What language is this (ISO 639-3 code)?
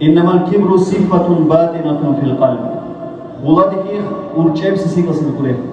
dar